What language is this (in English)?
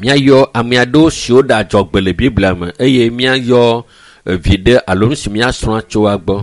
Ewe